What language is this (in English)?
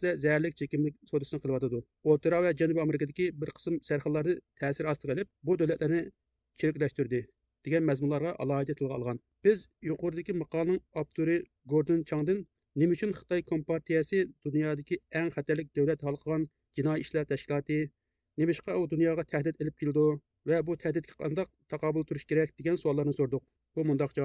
Uyghur